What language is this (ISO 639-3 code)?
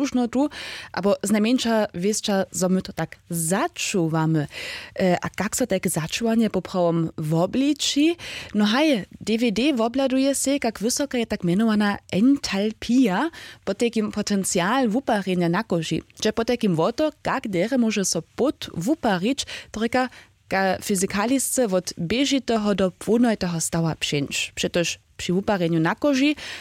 hsb